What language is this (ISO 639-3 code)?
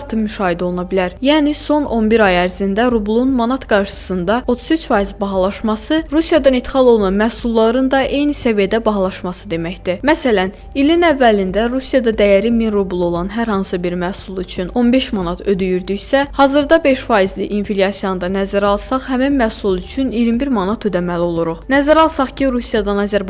aze